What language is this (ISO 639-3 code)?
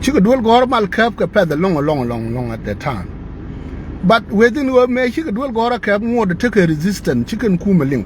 nus